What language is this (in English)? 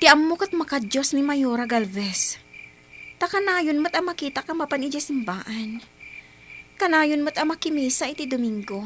Iloko